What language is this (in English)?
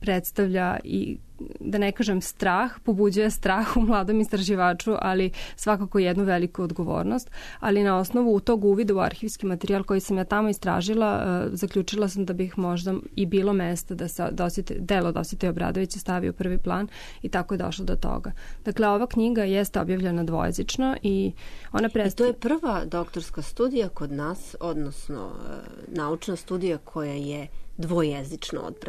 Serbian